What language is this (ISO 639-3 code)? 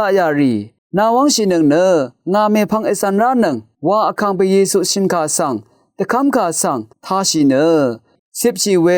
raw